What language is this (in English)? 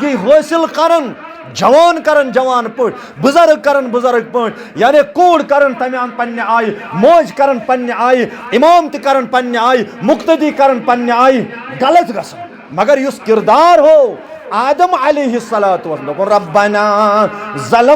Kashmiri